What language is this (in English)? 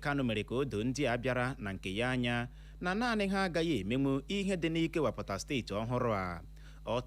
Igbo